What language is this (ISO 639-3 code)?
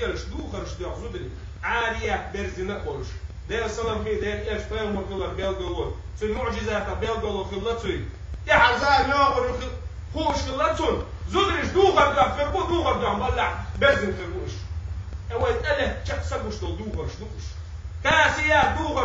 che